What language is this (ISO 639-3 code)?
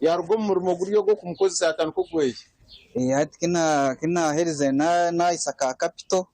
nyn